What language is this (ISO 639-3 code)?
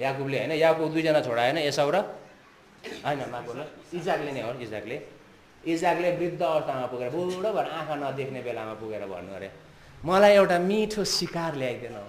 nep